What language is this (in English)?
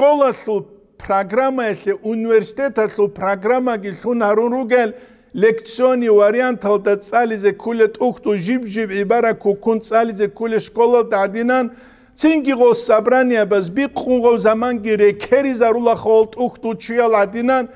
Avaric